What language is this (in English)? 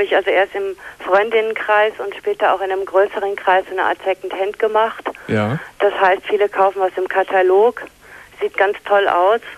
German